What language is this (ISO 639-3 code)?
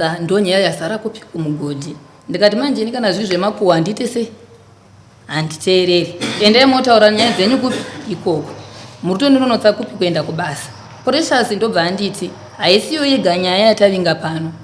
sna